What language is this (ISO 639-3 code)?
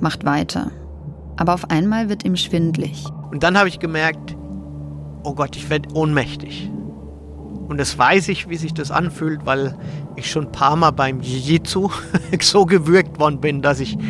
deu